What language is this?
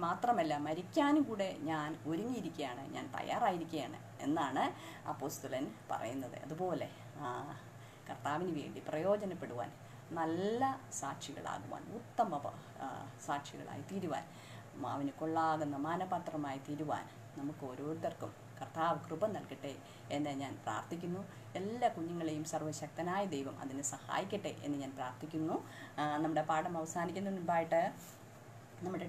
Malayalam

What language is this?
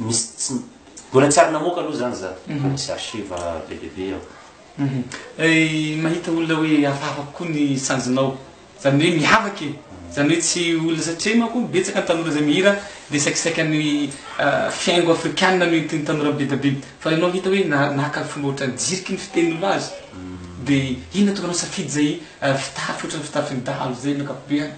Malagasy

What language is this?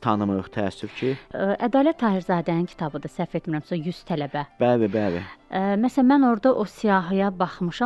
Azerbaijani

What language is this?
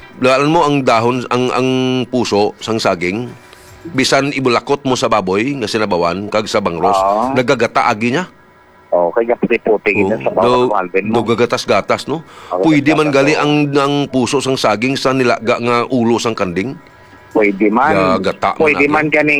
Hiligaynon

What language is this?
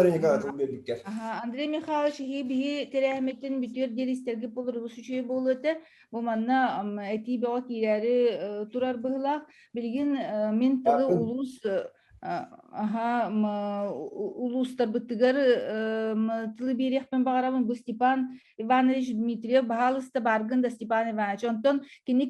Yakut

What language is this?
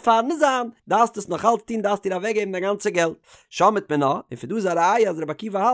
Yiddish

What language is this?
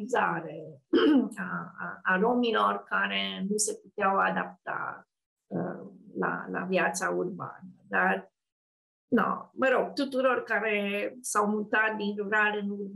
Romanian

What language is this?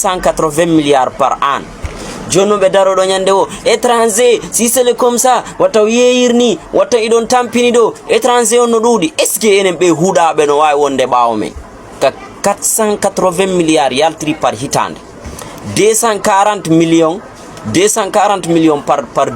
Fula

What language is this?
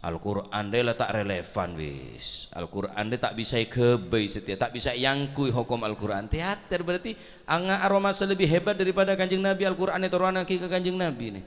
Madurese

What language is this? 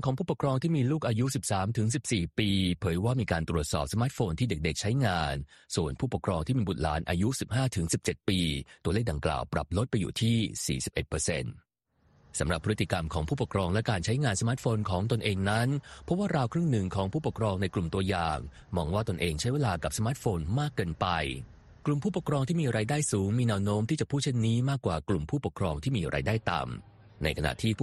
Thai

